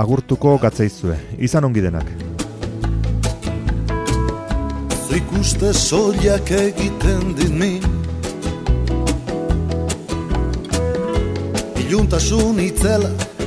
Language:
Basque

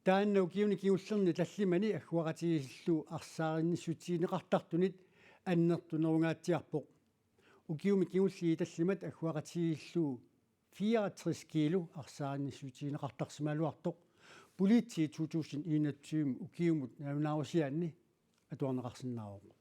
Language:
Kalaallisut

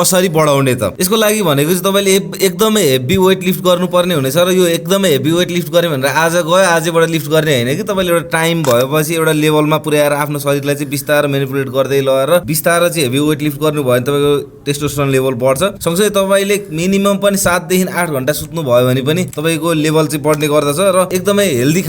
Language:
Nepali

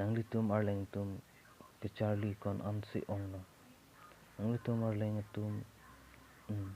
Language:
Karbi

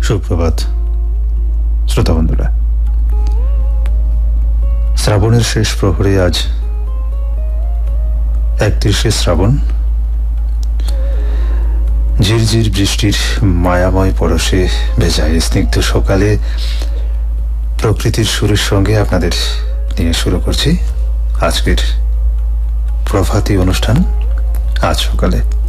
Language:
Bangla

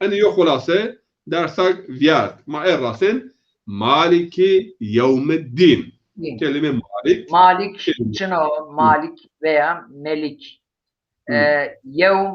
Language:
Zaza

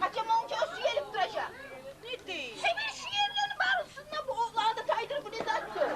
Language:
Kumyk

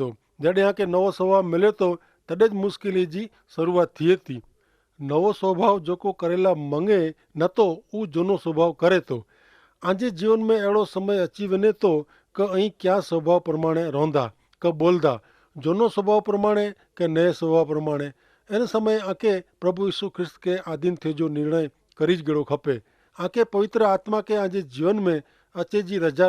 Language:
Kachhi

